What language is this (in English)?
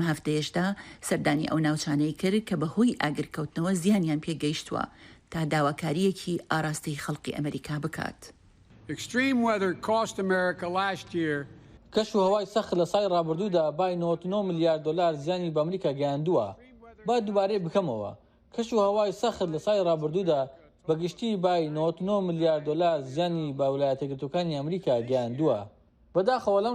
Kurdish